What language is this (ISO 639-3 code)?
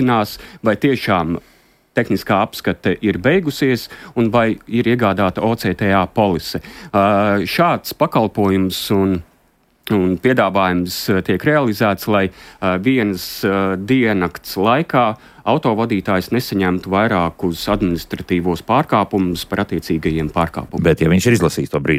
lav